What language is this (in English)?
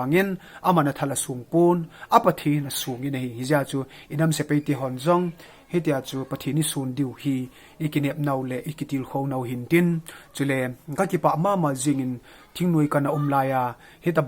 Thado Chin